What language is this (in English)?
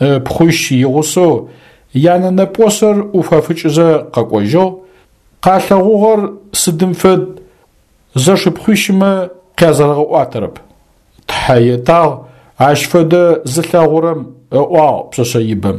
Adyghe